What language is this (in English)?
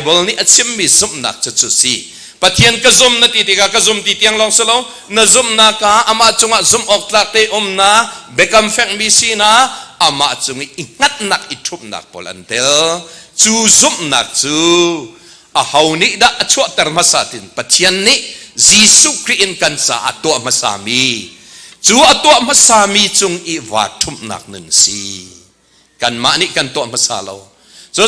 Hakha Chin